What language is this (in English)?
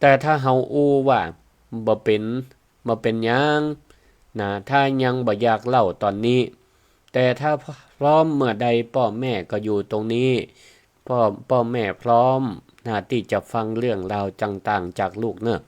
Northern Thai